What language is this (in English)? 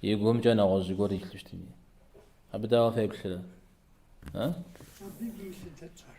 Kabardian